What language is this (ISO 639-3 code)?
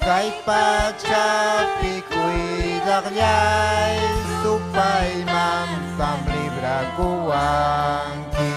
quy